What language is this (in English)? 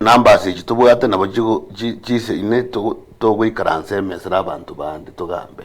Gusii